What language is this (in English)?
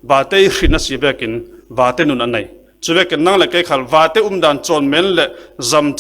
Falam Chin